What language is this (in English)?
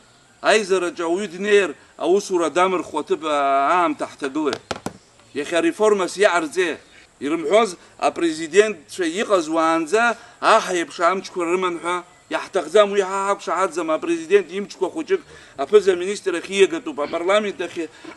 Abkhazian